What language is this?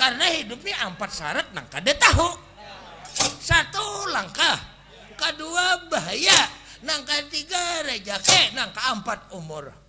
Banjar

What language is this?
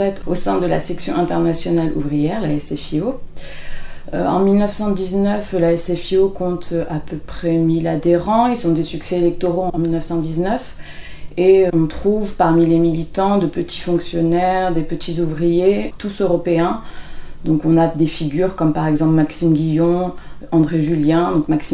French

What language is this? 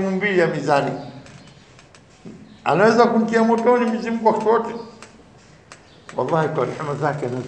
Swahili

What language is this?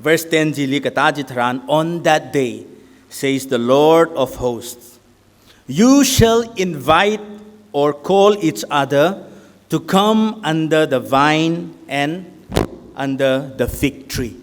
Tangkhul Naga (India)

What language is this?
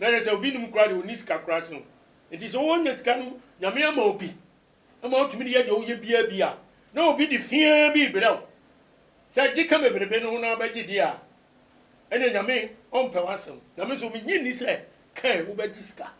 Akan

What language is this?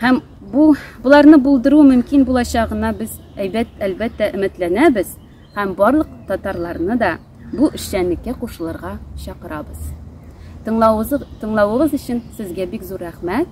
Tatar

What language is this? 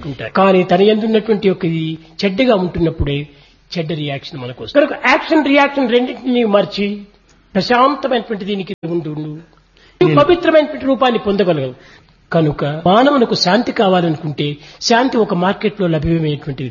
Telugu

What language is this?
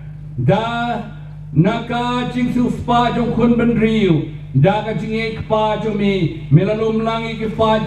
Khasi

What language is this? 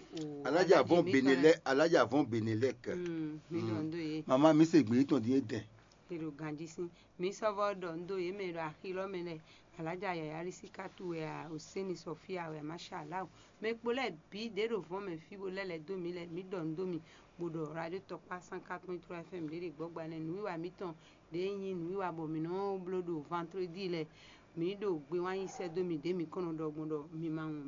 Fon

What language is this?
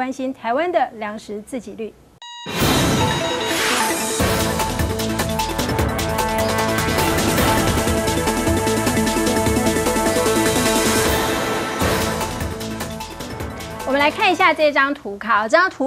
Chinese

